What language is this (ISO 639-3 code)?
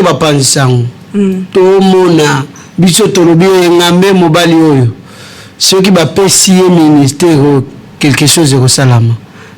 lin